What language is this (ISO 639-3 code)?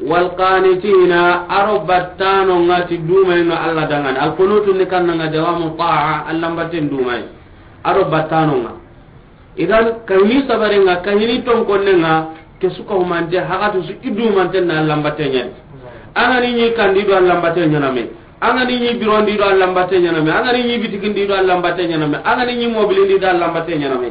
snk